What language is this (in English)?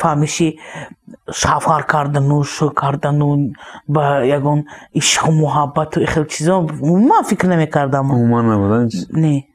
Tajik